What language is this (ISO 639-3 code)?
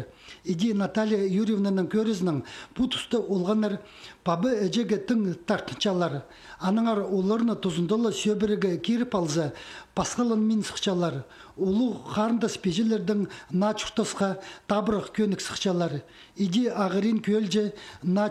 kjh